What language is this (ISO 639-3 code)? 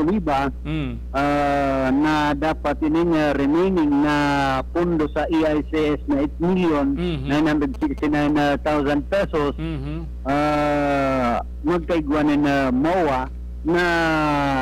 bik